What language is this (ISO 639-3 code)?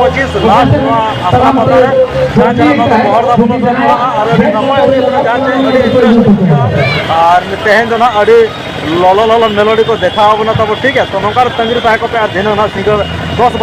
sat